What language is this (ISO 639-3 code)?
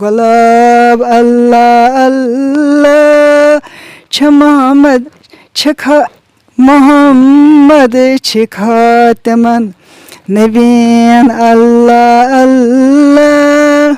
kas